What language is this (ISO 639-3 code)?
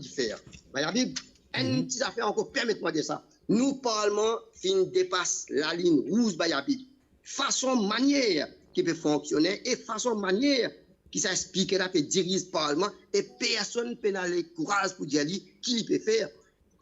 mfe